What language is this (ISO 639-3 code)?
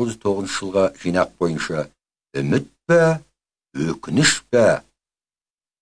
kaz